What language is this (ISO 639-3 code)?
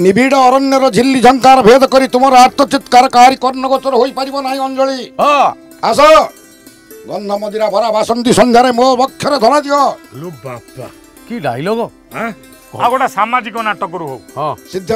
ori